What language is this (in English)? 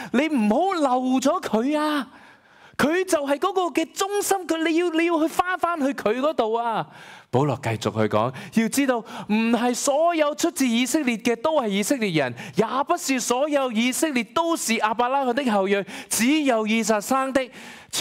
Cantonese